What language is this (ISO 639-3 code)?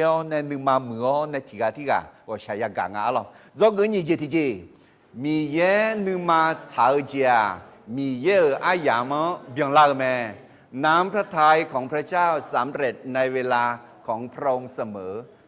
ahk